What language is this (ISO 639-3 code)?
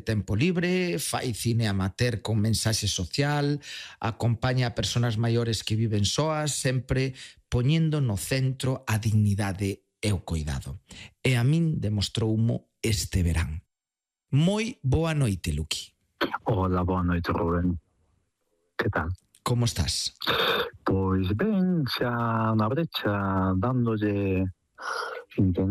glg